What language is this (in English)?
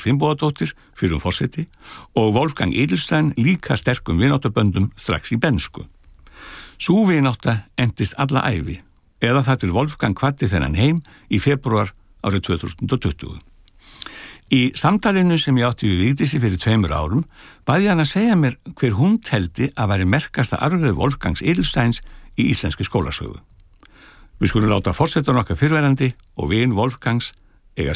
Icelandic